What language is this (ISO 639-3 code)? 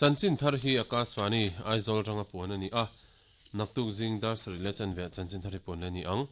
lus